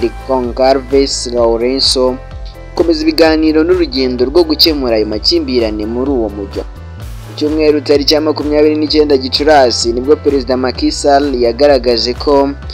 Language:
Kinyarwanda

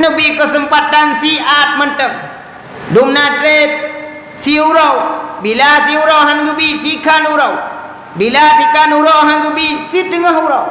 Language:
Achinese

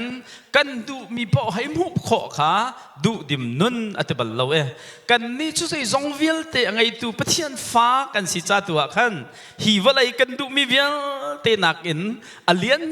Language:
Hakha Chin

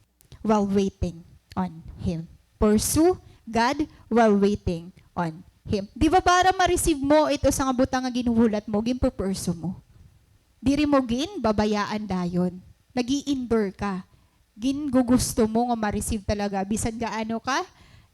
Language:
Waray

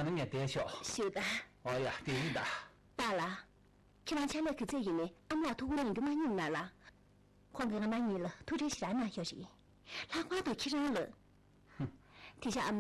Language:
Tibetan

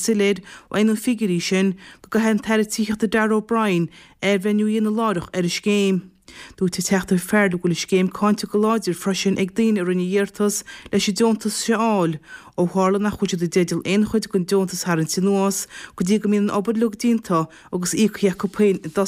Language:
Irish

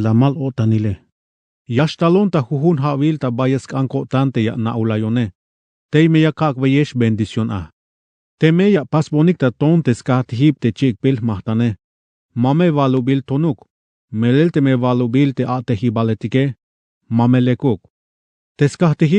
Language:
Tzeltal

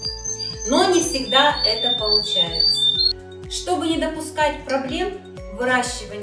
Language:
Russian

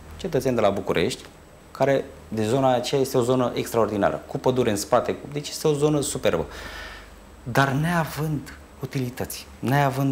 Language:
Romanian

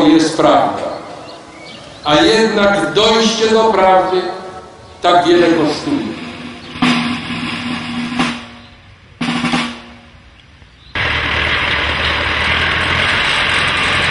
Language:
Polish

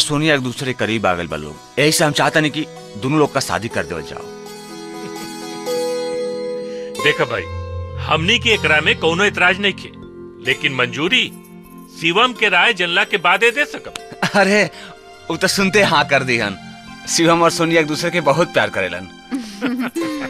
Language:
Bhojpuri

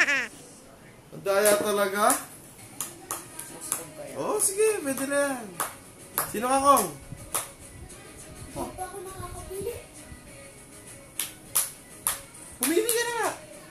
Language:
Filipino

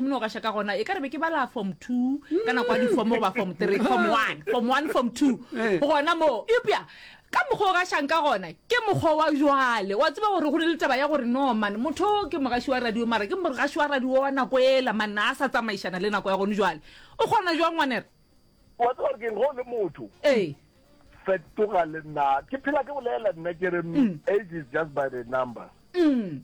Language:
Northern Sotho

